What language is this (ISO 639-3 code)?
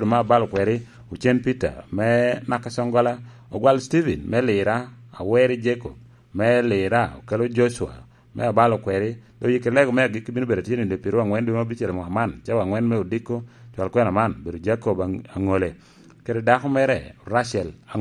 laj